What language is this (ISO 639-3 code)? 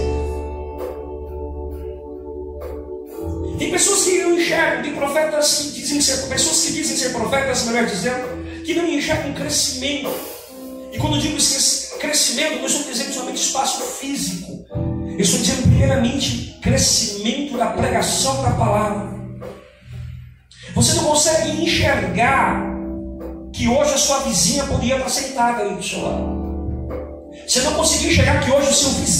por